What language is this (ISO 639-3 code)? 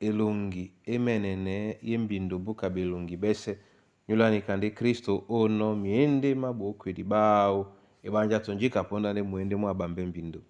dua